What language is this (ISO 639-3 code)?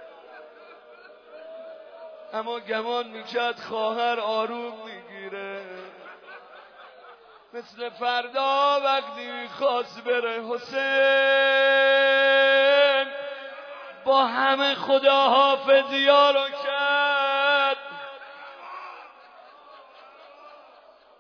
fas